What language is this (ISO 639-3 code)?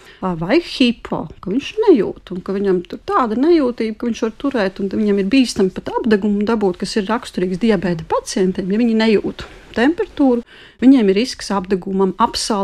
lav